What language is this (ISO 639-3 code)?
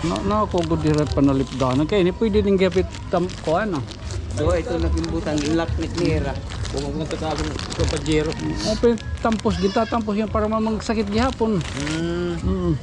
war